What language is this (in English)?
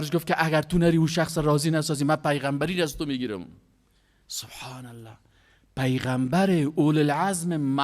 Persian